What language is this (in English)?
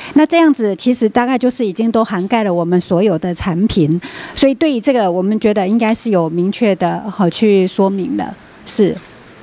Chinese